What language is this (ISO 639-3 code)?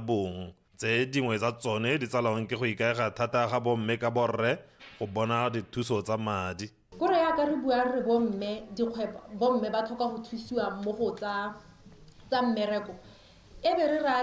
tsn